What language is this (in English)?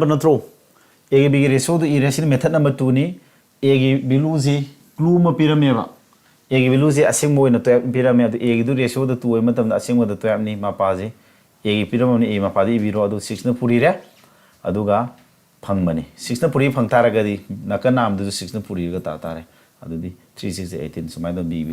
Manipuri